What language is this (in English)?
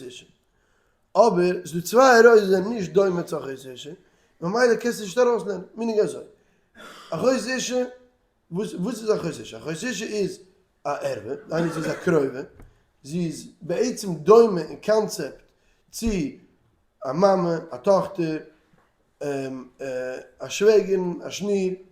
Yiddish